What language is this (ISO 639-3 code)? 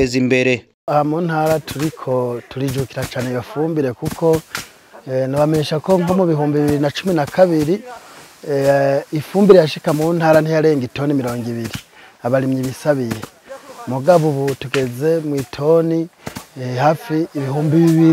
run